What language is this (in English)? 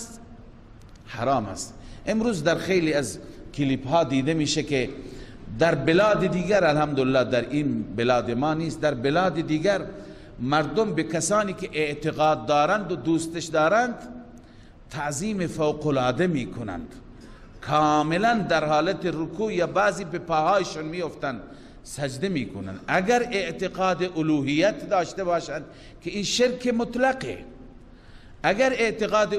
Persian